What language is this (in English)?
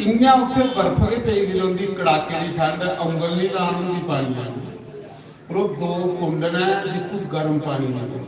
Dogri